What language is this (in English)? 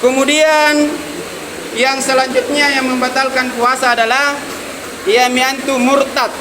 Makasar